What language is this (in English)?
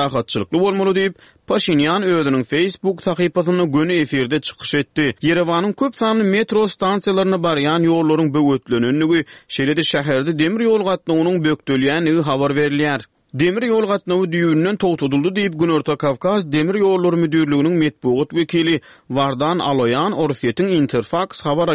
Turkmen